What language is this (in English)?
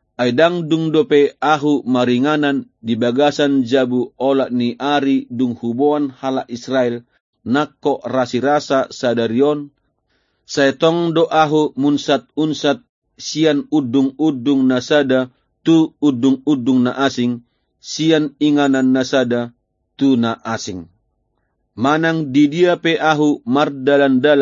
Batak Toba